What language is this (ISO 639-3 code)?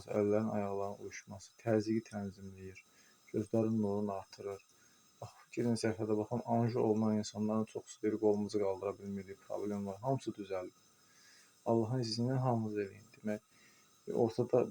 aze